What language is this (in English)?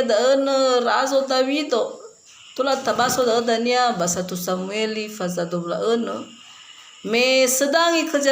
Nias